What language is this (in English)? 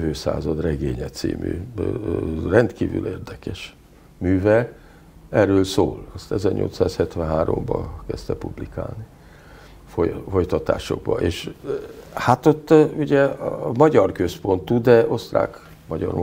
Hungarian